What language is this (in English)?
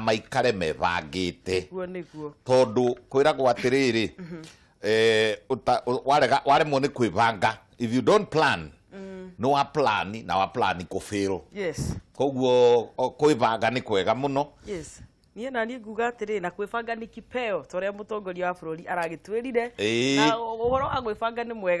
Kikuyu